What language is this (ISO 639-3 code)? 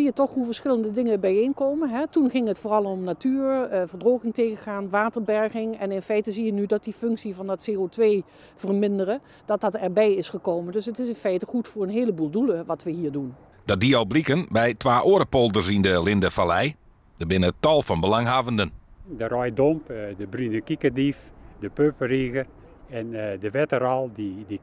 fry